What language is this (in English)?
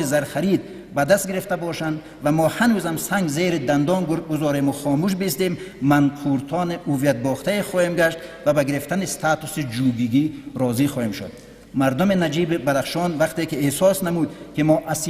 Tajik